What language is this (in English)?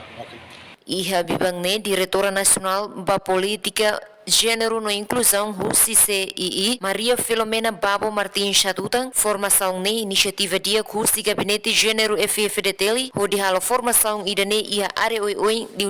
Tetum